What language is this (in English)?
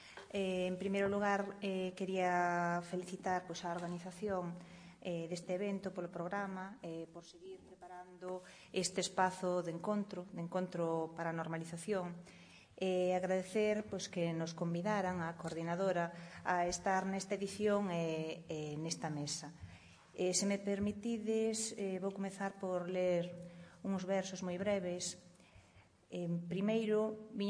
Galician